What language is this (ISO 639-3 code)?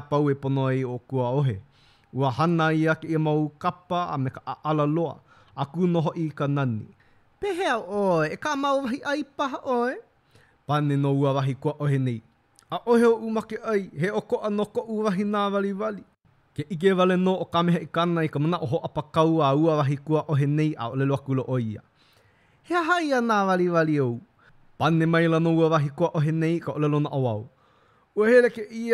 haw